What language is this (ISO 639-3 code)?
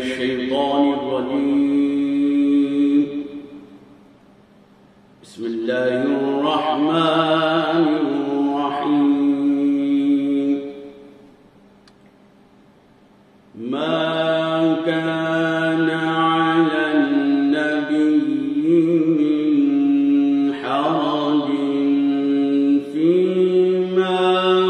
ara